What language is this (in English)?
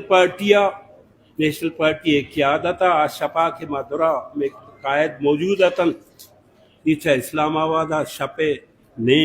Baluchi